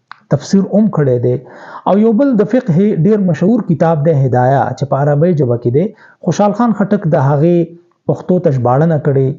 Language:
Pashto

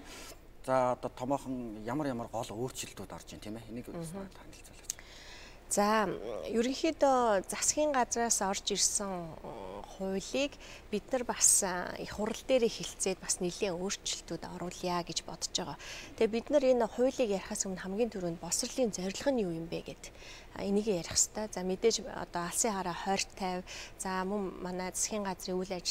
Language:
Mongolian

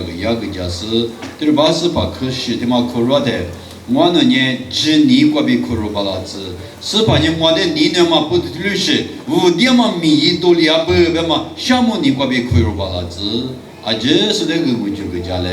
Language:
Lisu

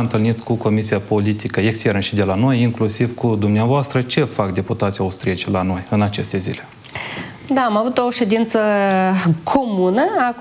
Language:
Romanian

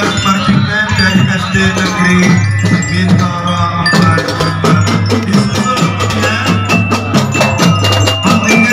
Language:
Indonesian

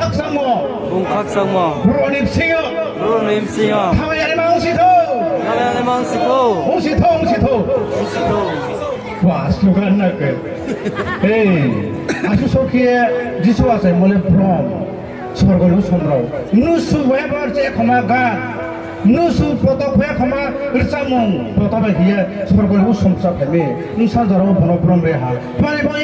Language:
Riang (India)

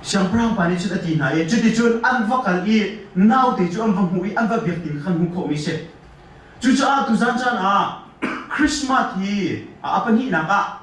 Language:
Hakha Chin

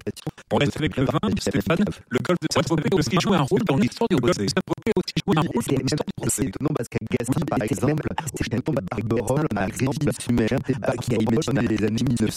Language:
French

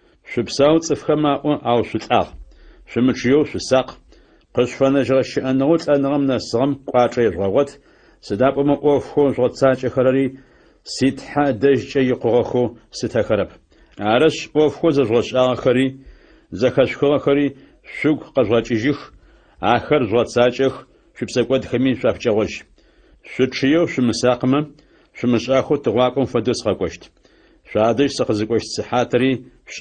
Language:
Adyghe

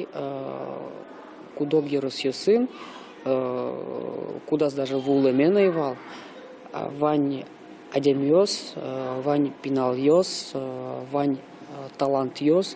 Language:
Udmurt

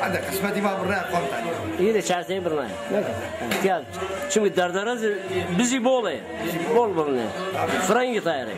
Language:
Zaza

